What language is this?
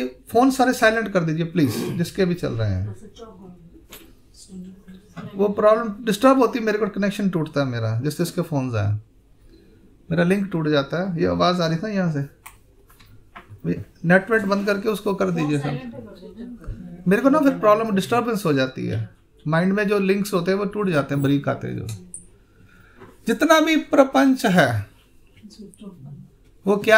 Hindi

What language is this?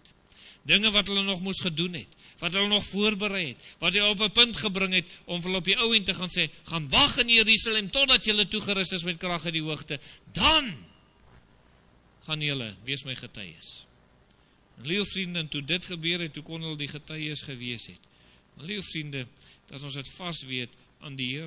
Afrikaans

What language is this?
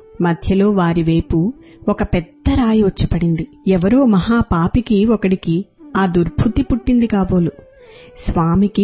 Telugu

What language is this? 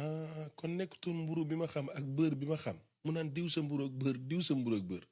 Wolof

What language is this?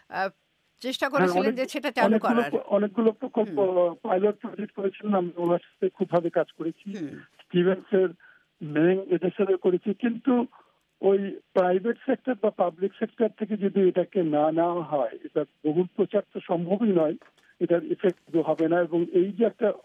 Bangla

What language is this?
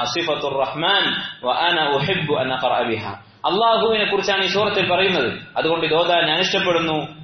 Malayalam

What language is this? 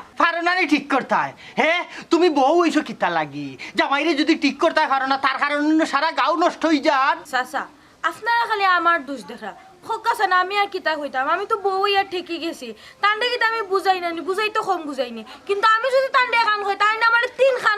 Sylheti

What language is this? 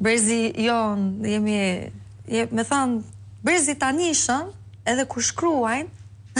Albanian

